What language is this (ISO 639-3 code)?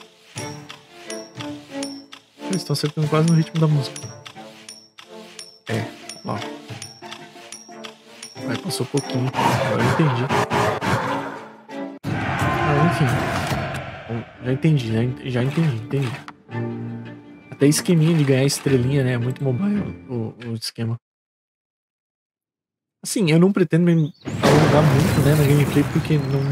por